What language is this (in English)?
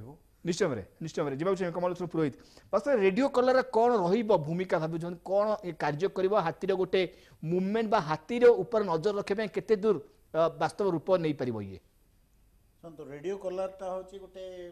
Odia